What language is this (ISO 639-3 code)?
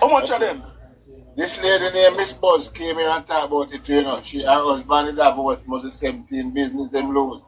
jam